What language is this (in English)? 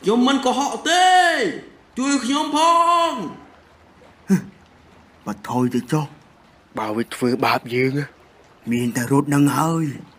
Khmer